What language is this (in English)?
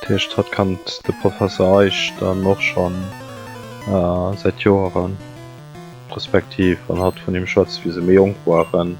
Luxembourgish